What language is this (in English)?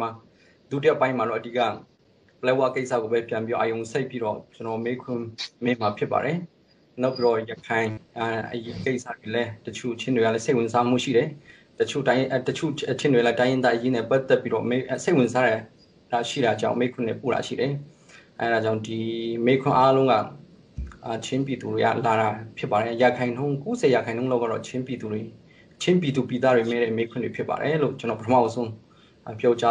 Burmese